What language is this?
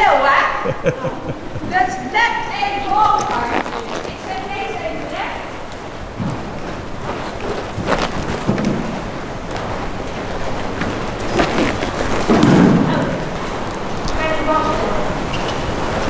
Dutch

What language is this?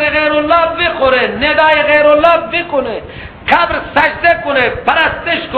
Persian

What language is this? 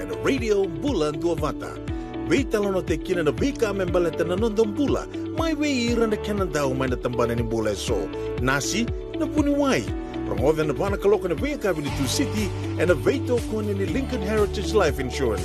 Fijian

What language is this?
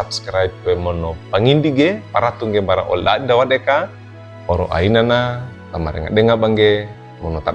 Wejewa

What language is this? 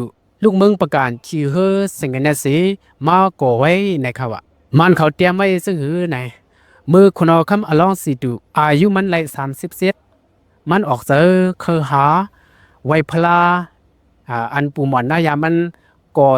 Shan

